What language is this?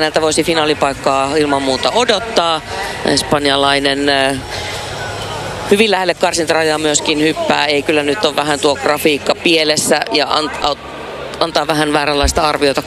Finnish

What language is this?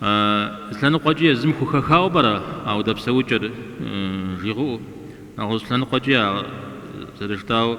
Kabardian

